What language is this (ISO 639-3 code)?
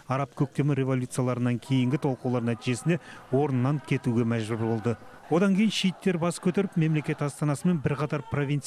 kaz